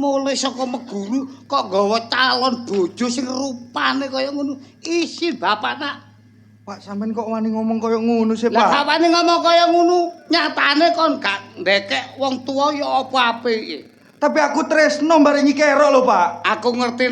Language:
Javanese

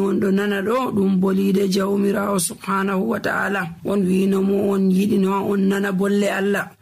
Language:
Nigerian Fulfulde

